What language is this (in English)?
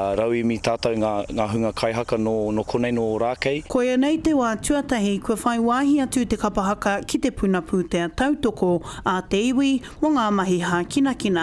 Māori